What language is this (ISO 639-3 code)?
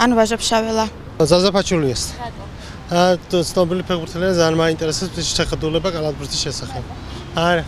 kat